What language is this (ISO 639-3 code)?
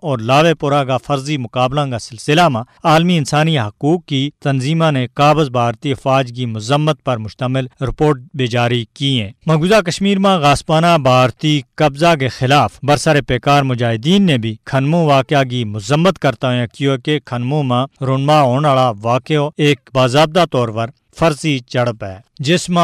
gju